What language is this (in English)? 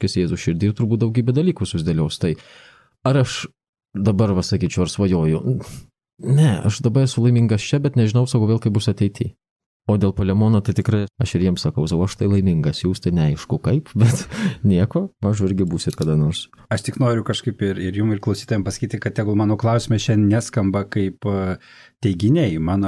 Lithuanian